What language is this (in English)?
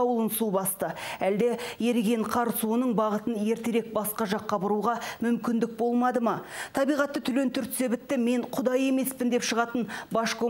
Kazakh